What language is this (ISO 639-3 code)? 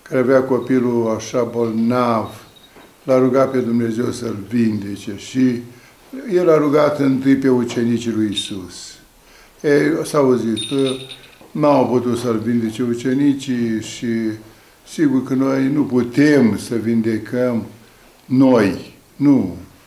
ron